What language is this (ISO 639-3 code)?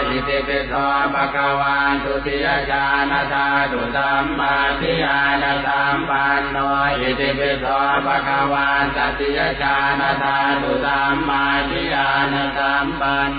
pli